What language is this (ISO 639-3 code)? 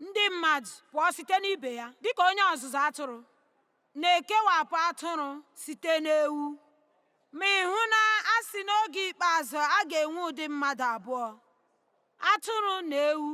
ibo